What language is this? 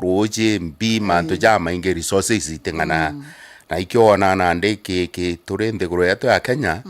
Meru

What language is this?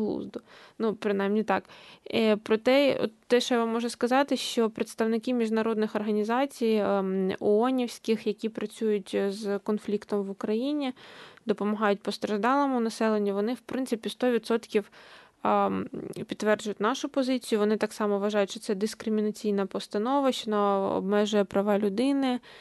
Ukrainian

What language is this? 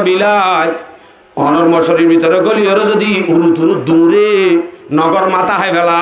Rohingya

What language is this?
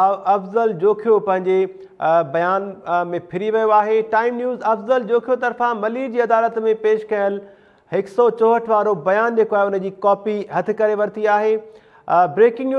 Sindhi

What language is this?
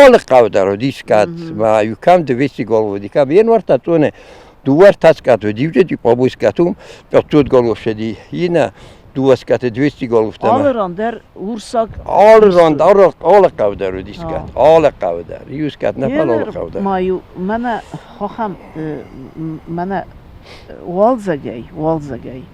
Ossetic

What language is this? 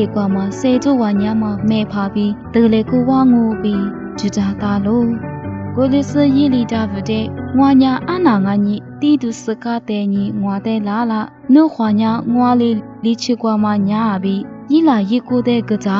Lisu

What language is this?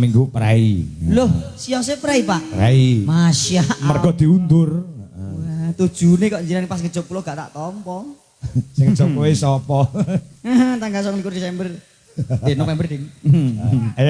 Javanese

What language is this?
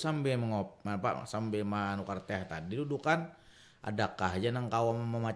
Banjar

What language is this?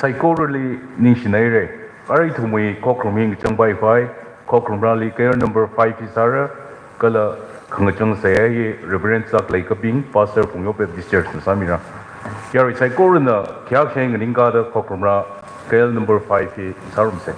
Tangkhul Naga (India)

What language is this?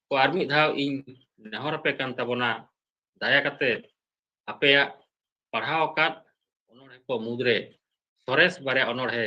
Santali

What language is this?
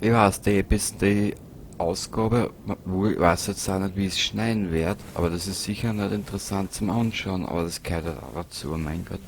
Bavarian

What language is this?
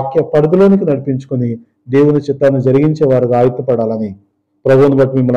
Telugu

